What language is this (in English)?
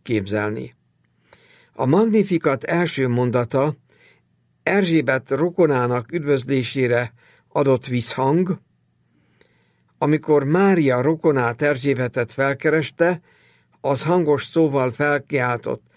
Hungarian